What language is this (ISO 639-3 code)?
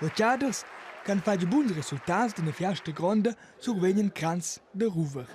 roh